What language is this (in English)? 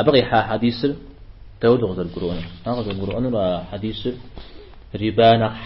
Kabardian